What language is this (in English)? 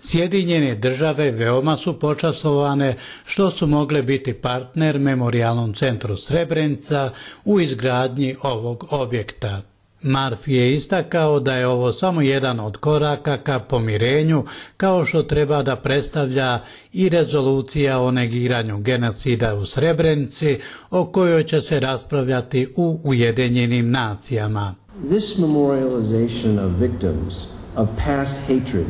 Bosnian